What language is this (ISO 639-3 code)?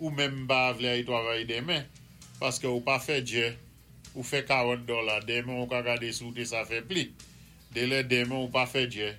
acf